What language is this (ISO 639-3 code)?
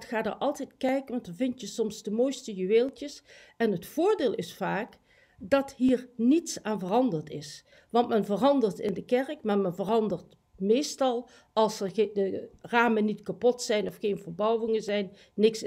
nld